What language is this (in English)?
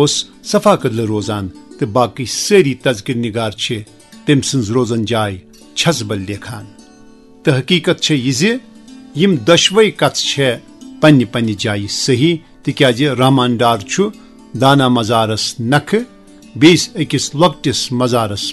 Kashmiri